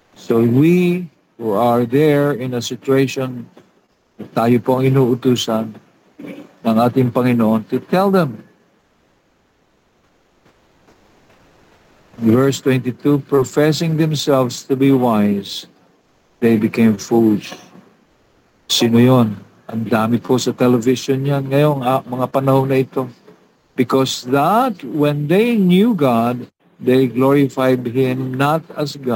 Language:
Filipino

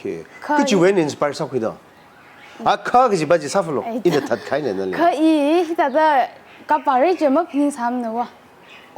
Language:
Tangkhul Naga (India)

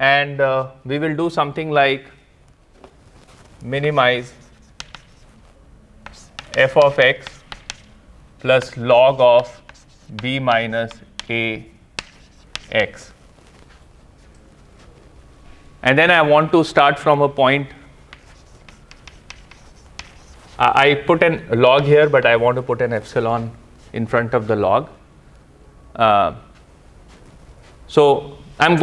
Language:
English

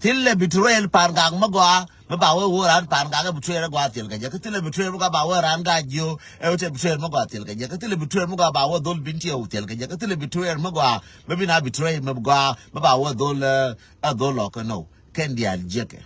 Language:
Nuer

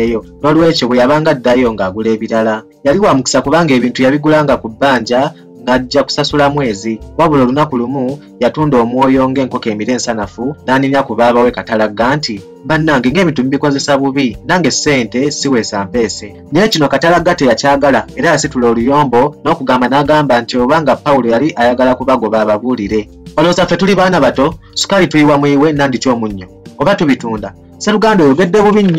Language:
Ganda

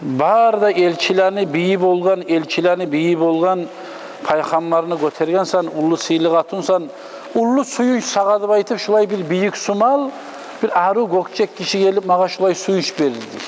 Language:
Kumyk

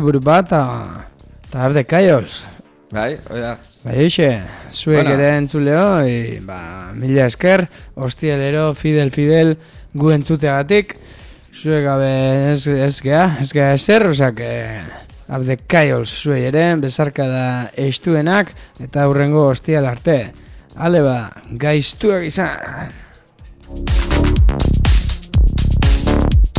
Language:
Basque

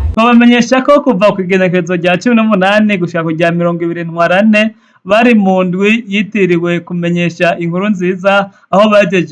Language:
Rundi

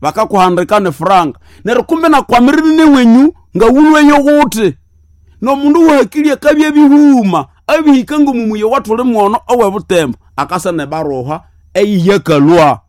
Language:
Nande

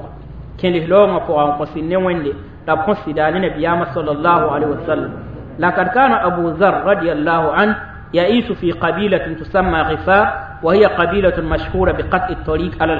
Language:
Mossi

